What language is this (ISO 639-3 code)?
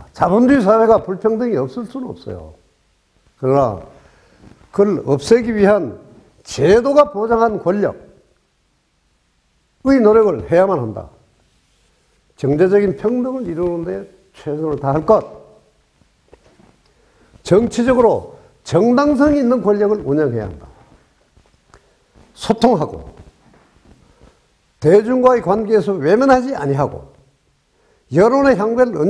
kor